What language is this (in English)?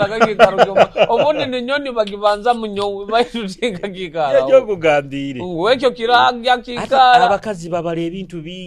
Nyoro